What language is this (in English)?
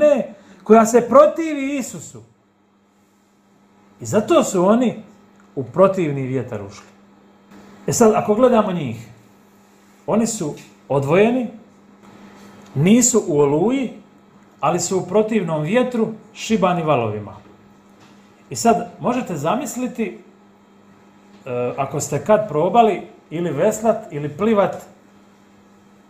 Croatian